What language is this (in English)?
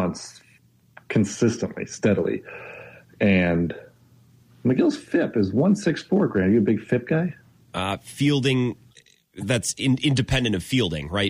English